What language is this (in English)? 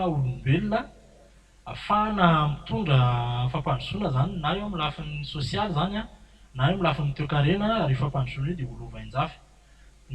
Malagasy